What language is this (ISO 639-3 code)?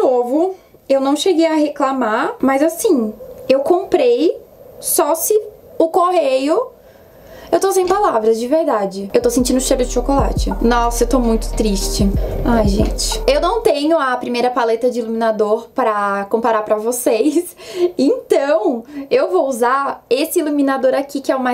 por